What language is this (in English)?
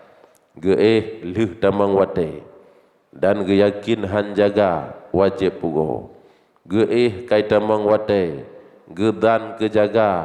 Achinese